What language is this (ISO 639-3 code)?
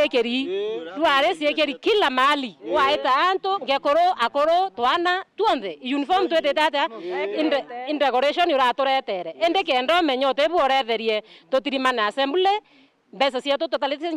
mer